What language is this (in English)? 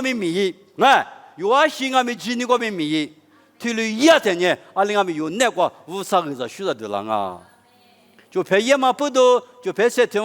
Lisu